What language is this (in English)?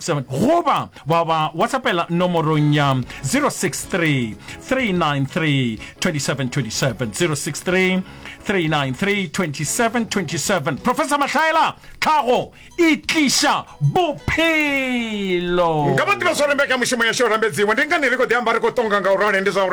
Venda